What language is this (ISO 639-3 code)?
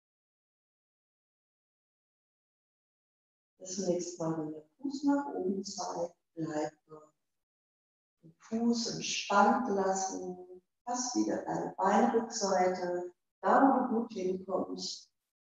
deu